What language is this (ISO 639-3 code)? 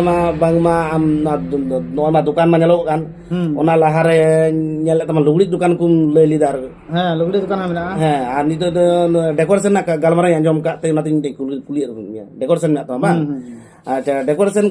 sat